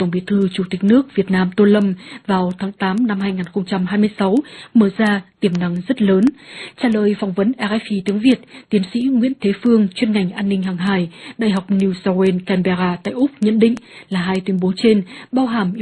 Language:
Vietnamese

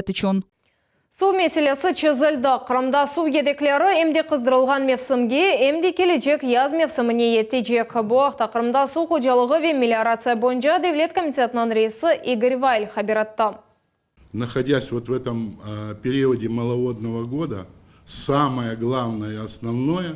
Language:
Crimean Tatar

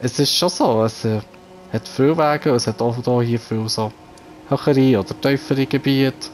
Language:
Swiss German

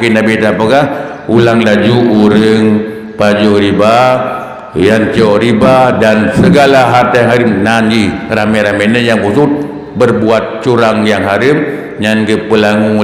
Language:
Achinese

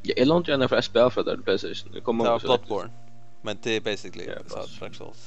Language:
Faroese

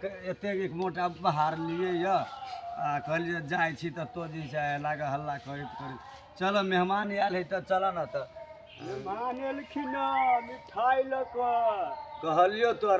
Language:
Maithili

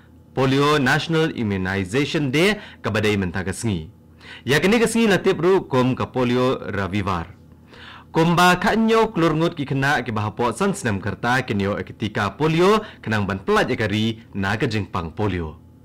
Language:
Khasi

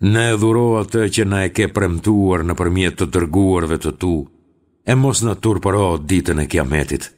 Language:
Albanian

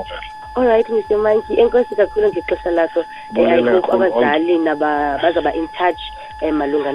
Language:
Xhosa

